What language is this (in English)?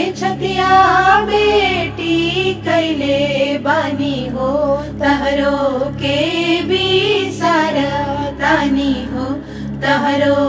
Bhojpuri